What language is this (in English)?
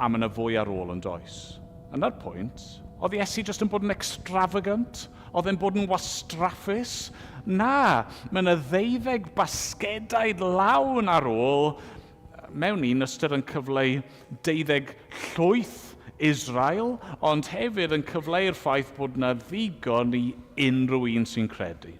Welsh